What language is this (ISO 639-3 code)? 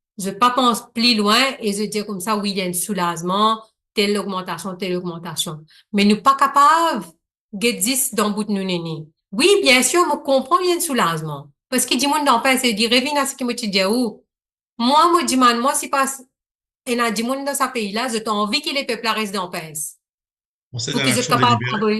mfe